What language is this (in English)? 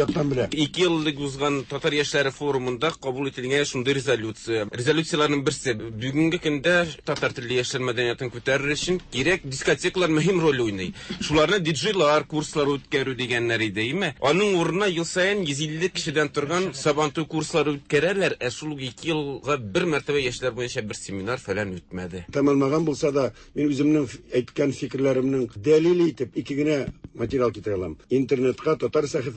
Tatar